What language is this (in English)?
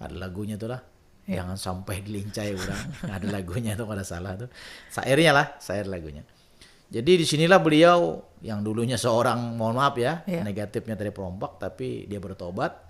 Banjar